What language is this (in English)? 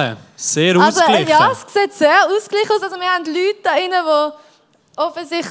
Swiss German